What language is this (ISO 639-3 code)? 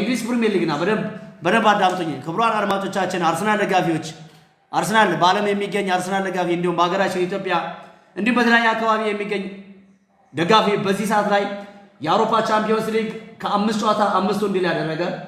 amh